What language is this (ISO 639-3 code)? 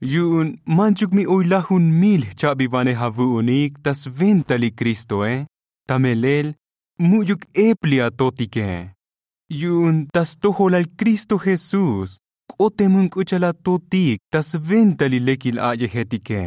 tzo